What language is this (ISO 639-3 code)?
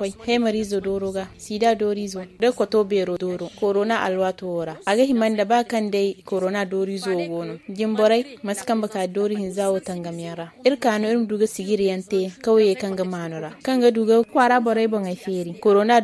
dje